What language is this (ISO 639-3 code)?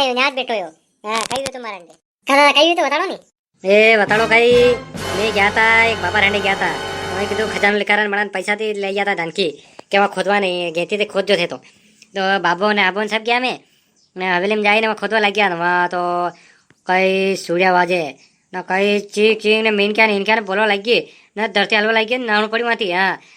raj